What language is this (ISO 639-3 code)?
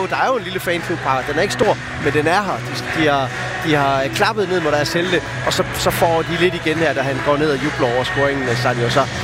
dan